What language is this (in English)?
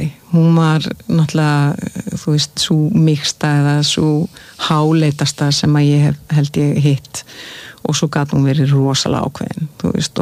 Icelandic